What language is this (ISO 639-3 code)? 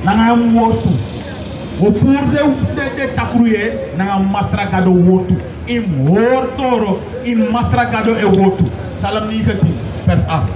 srn